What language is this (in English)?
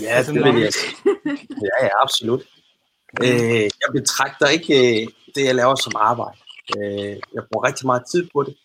Danish